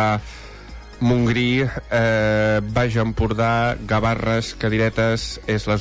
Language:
Catalan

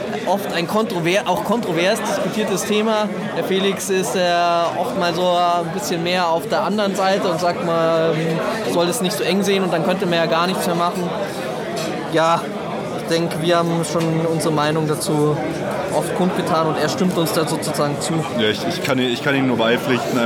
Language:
German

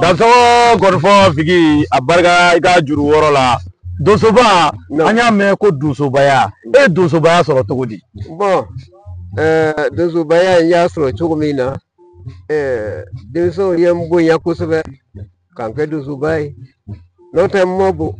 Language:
Bambara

